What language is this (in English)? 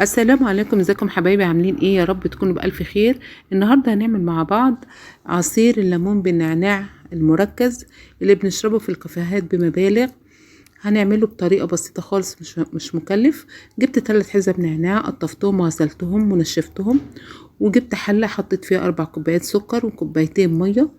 Egyptian Arabic